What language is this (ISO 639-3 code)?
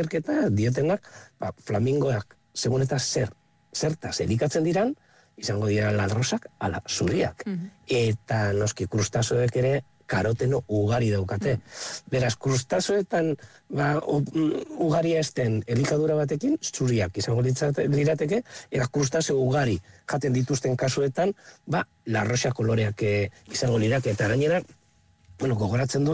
eus